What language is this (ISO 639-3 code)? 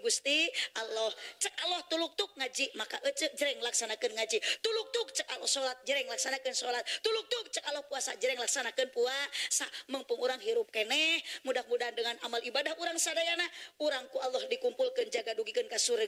sun